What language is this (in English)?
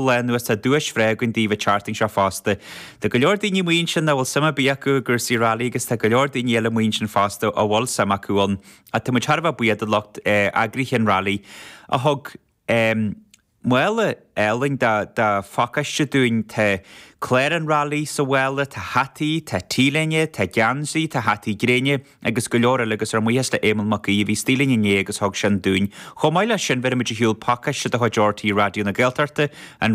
Irish